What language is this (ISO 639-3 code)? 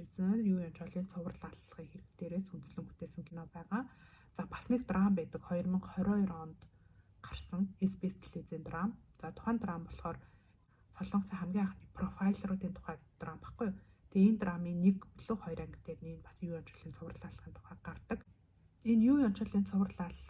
mon